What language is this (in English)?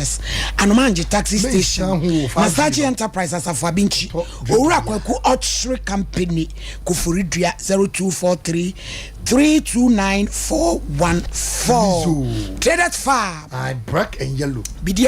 Akan